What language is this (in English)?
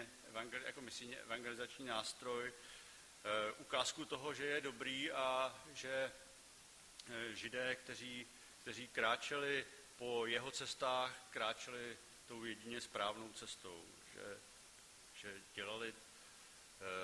Czech